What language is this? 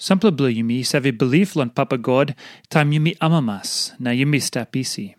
Tok Pisin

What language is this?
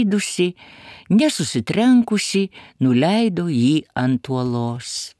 Lithuanian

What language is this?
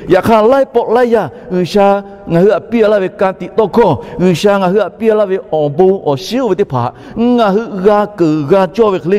Lahu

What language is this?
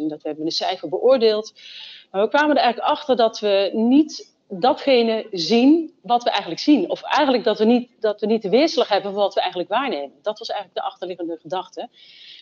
Dutch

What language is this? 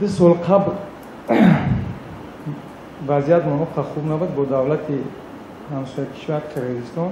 Tajik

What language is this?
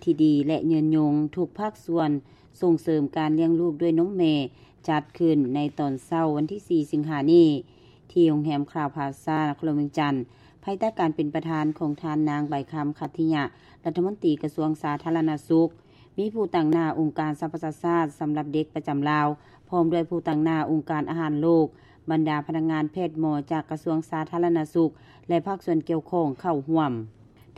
Lao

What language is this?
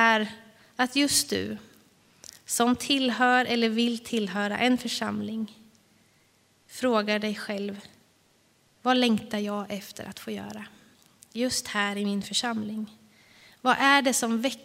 Swedish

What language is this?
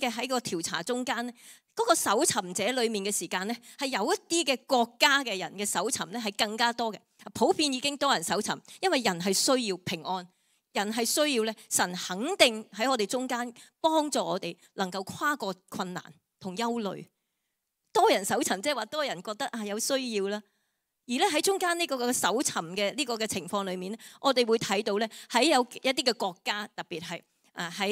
Cantonese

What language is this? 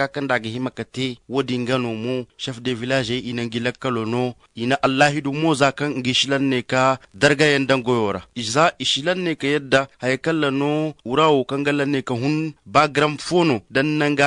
Zarma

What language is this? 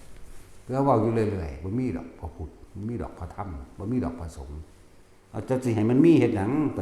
Northeastern Thai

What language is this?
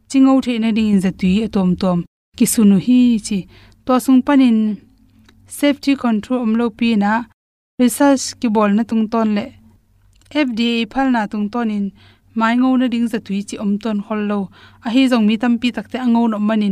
Tedim Chin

